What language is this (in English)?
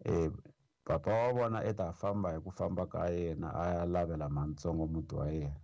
Tsonga